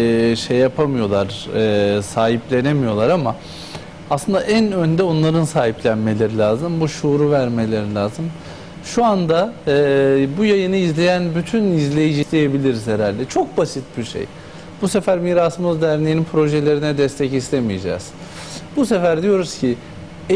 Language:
Turkish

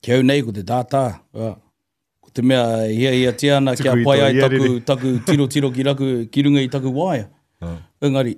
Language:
Māori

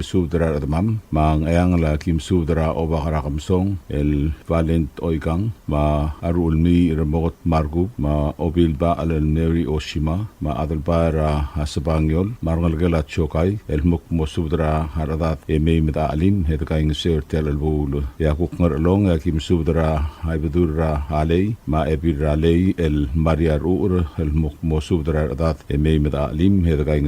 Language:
Palauan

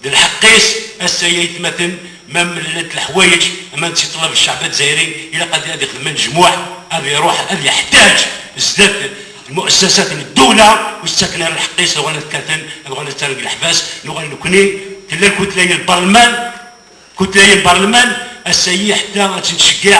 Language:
Kabyle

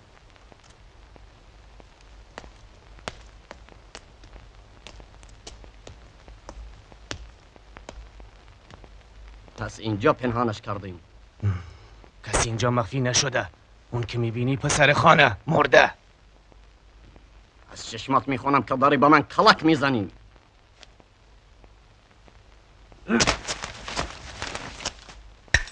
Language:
Persian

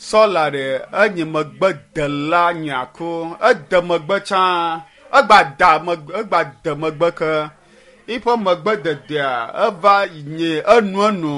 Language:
Ewe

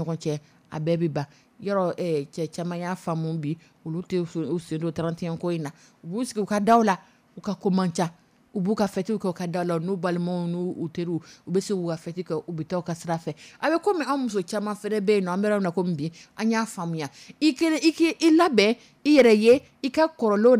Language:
Dyula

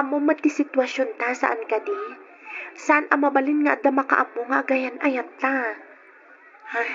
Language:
Iloko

